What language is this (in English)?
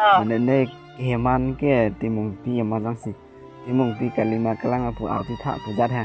Karbi